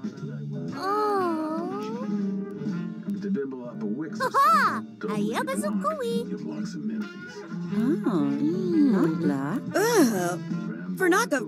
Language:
English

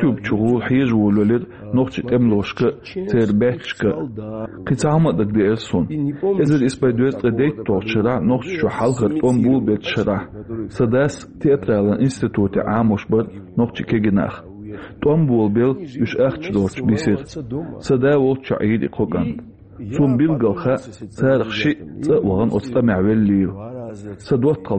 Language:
Chechen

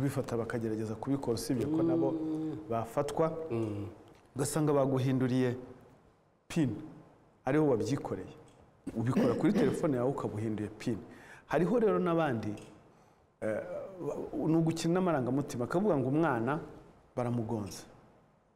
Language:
Kinyarwanda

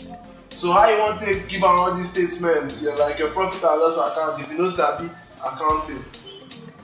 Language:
Nigerian Pidgin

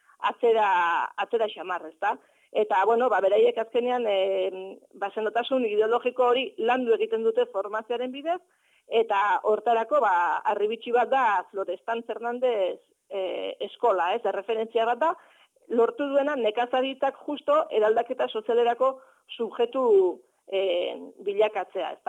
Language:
Basque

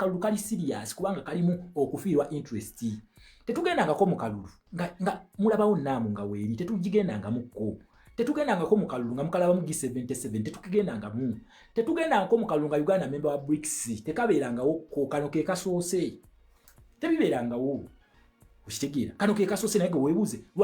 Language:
Ganda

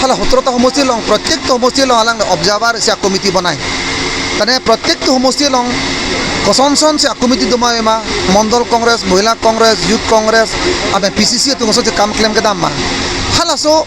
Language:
Karbi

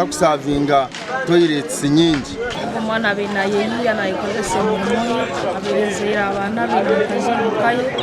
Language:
Nyankole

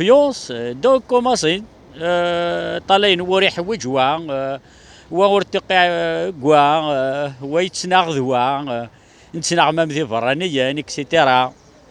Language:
Kabyle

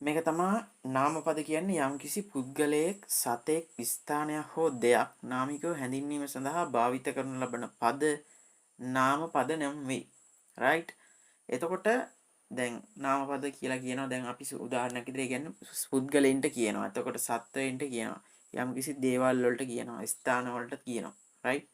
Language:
Sinhala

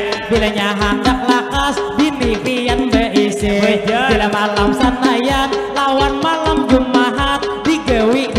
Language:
Banjar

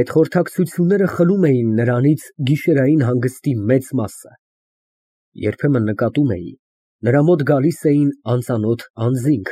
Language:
Armenian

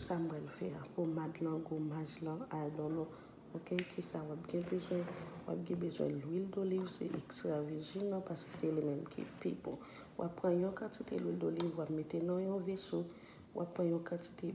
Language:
Haitian Creole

